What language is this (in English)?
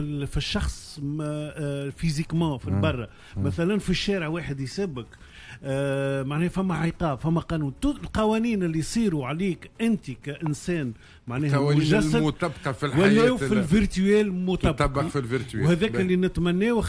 Tunisian Arabic